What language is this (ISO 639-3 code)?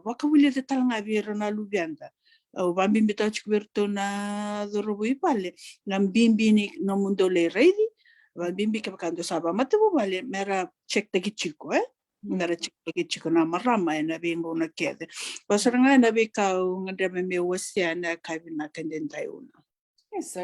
fij